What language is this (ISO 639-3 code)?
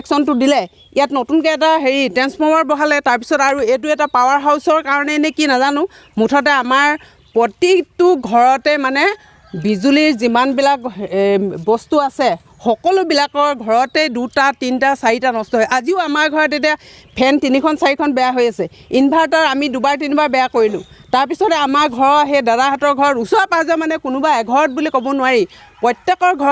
asm